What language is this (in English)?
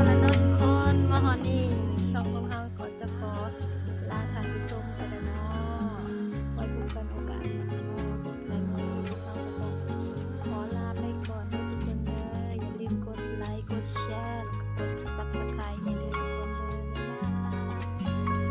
Lao